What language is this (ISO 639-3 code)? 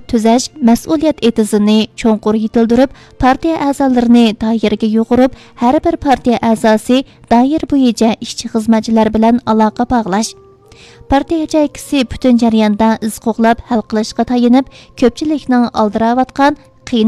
uig